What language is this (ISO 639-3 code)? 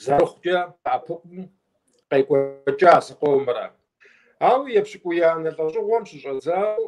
kbd